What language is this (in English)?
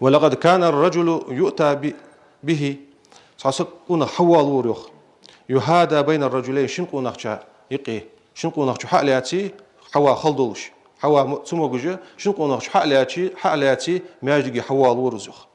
Ingush